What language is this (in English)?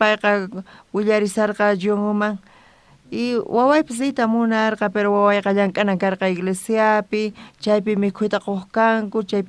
South Bolivian Quechua